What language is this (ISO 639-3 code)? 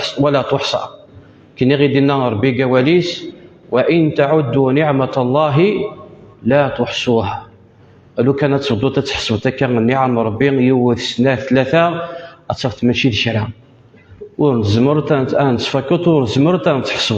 kab